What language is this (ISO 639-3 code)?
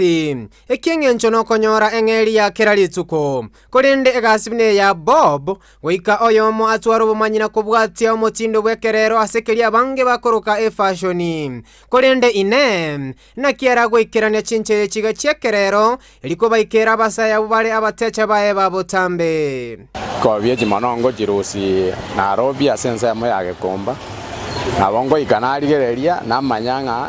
guz